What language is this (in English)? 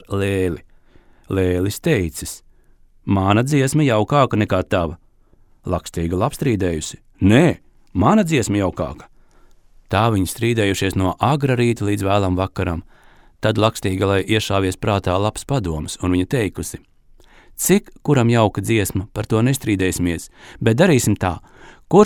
Latvian